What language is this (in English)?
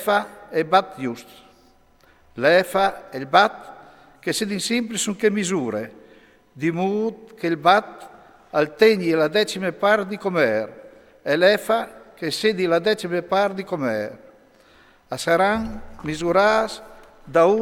Friulian